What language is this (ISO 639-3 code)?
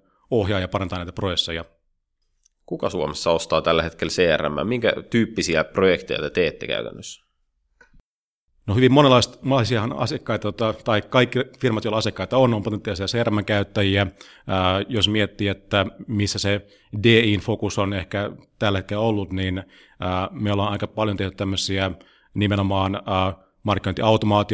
fin